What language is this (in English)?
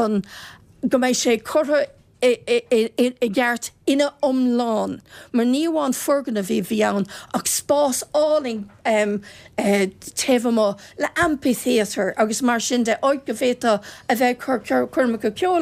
Irish